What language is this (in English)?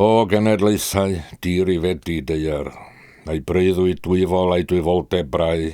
Welsh